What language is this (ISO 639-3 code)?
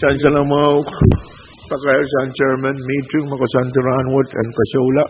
pon